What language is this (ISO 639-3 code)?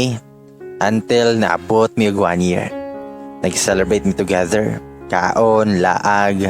ceb